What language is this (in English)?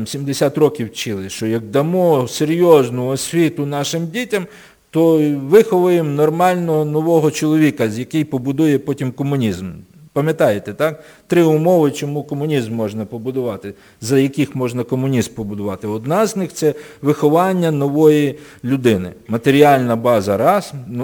Ukrainian